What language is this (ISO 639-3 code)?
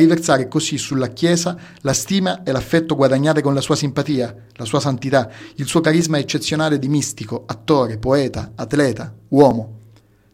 ita